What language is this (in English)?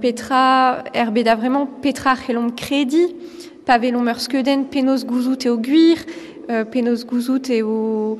Breton